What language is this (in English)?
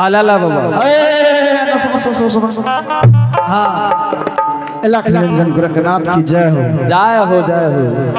Angika